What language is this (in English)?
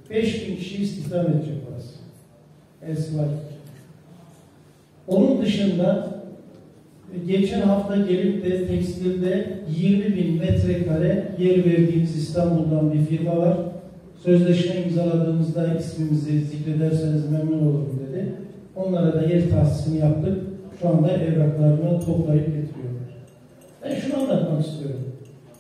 Turkish